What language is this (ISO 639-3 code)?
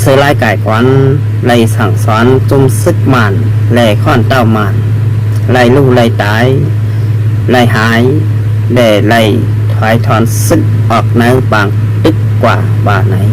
shn